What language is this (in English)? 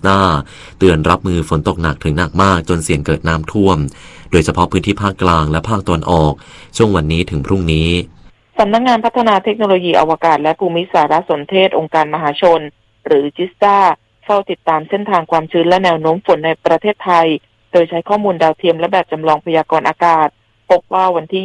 Thai